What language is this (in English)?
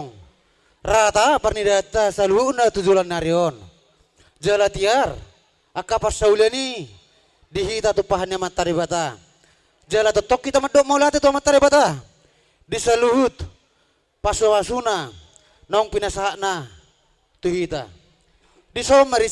Batak Toba